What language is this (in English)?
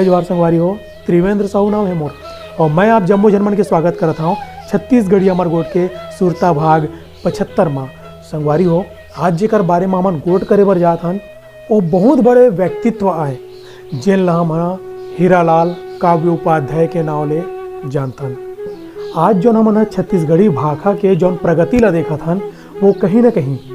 Chhattisgarhi